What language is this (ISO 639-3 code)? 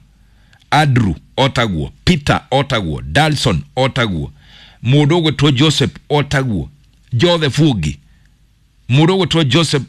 kik